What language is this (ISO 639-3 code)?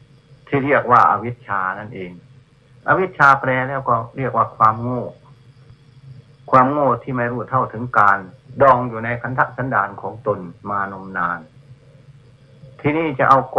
tha